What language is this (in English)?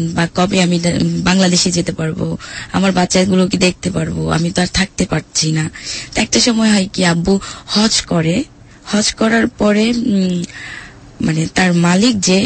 Bangla